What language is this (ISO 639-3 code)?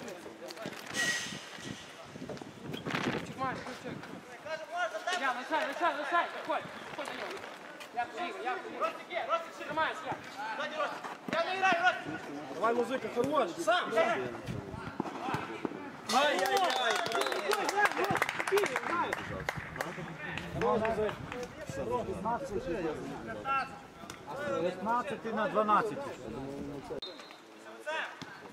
ukr